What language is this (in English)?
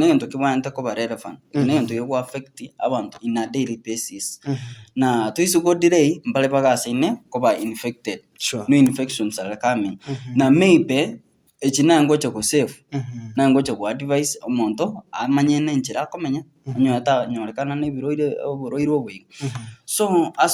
Gusii